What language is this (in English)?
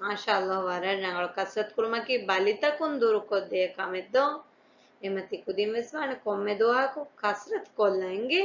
Divehi